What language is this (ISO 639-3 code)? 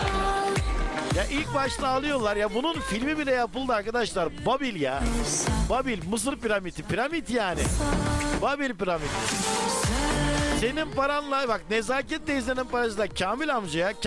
tur